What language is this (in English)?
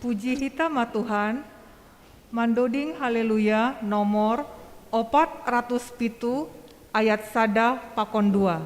Batak Simalungun